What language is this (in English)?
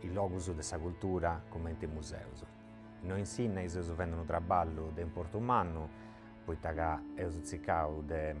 Sardinian